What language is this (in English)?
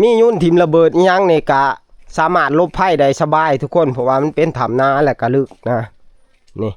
Northeastern Thai